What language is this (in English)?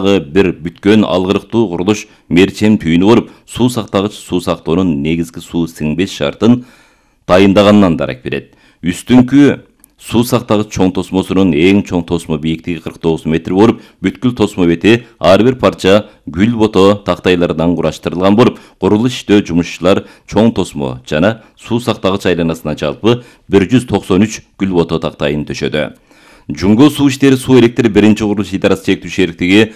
Kyrgyz